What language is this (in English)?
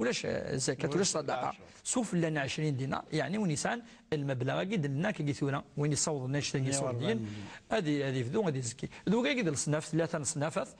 Moroccan Arabic